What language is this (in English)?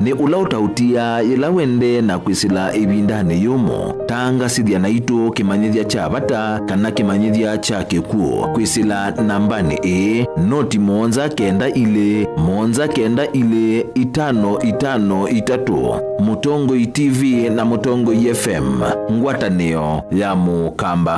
Kamba